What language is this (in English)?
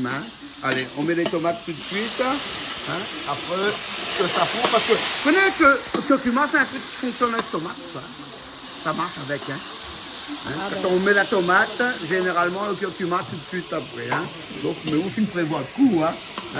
Réunion Creole French